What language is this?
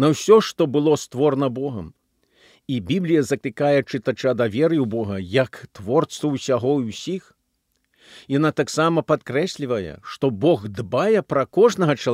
Belarusian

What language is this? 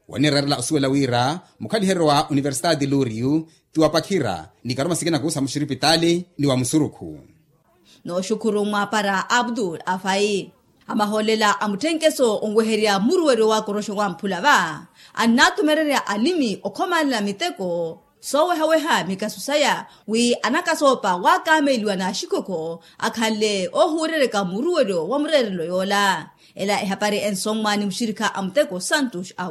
Makhuwa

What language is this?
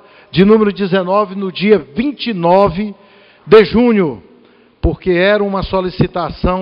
Portuguese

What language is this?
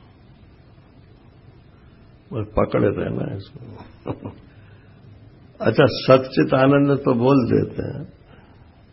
Hindi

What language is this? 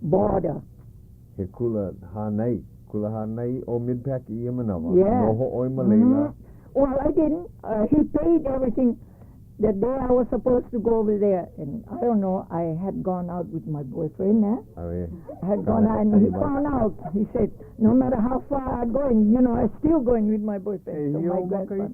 Hawaiian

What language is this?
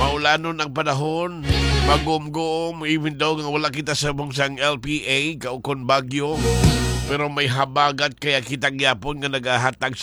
Hiligaynon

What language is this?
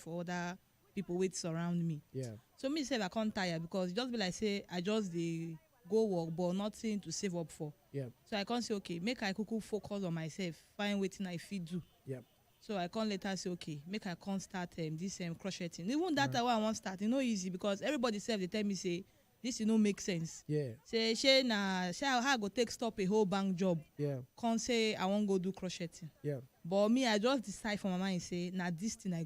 Nigerian Pidgin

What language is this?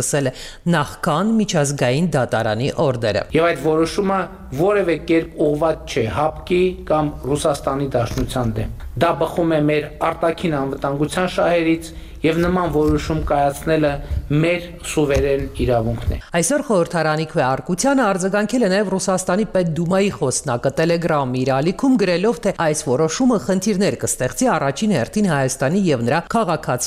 Armenian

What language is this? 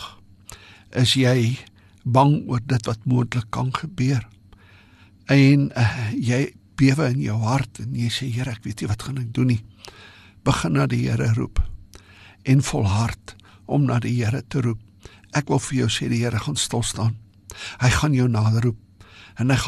Afrikaans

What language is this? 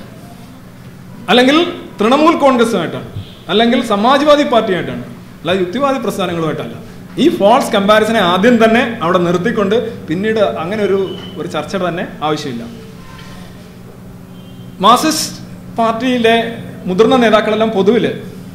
Malayalam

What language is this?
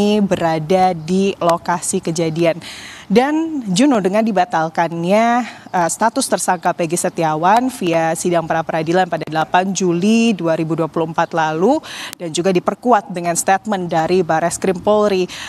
Indonesian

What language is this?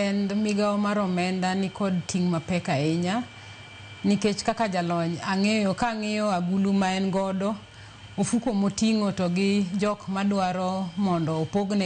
Luo (Kenya and Tanzania)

